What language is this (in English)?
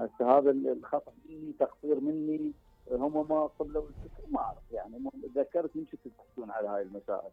Mesopotamian Arabic